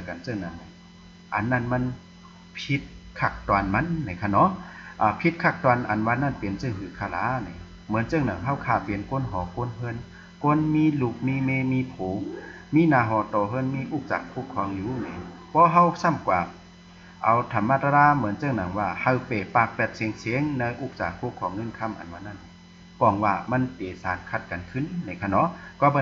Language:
Shan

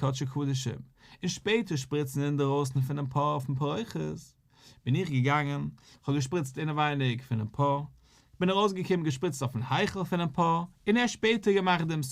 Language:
Yiddish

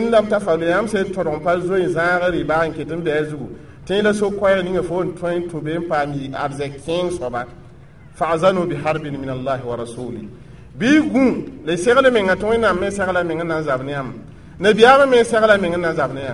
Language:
Mossi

